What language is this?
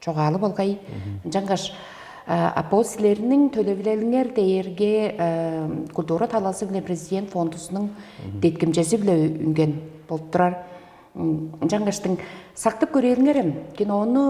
Tuvinian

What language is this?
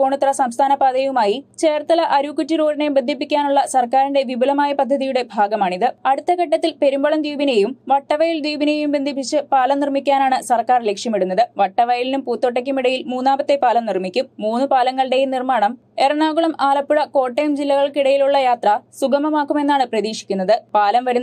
Malayalam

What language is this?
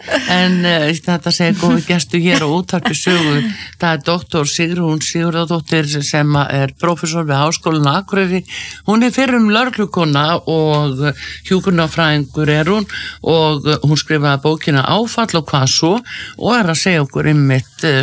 Icelandic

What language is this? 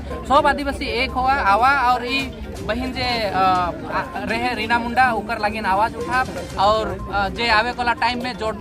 Sadri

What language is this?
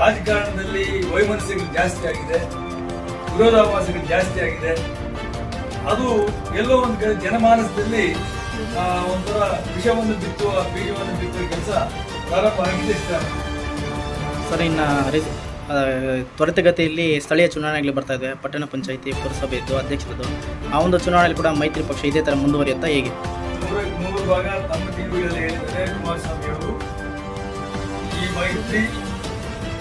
Kannada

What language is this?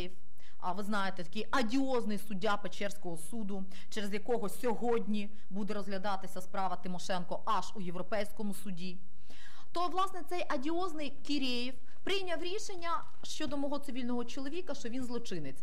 Ukrainian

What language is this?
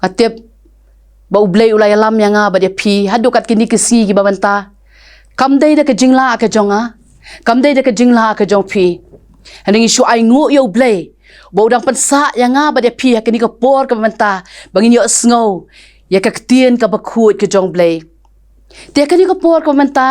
Khasi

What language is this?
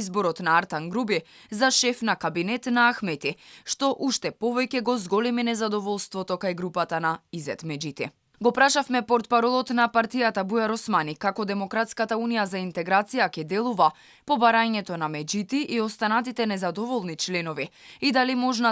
Macedonian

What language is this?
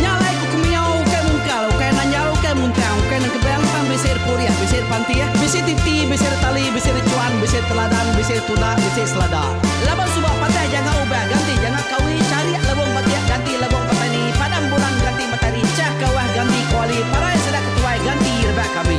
Iban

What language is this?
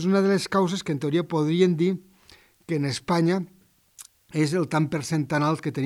Catalan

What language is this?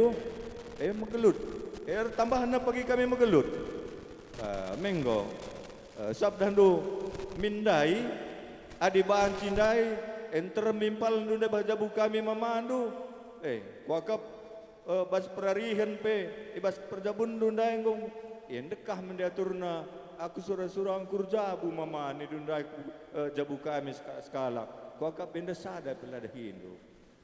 Batak Karo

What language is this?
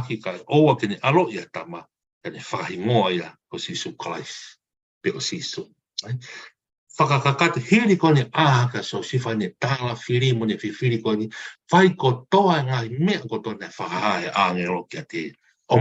Tongan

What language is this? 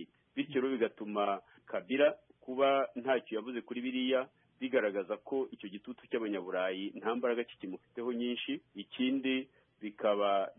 Kinyarwanda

